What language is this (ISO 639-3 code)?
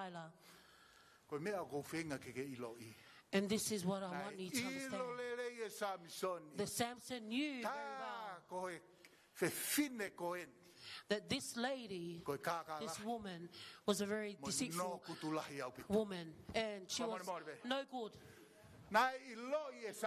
ton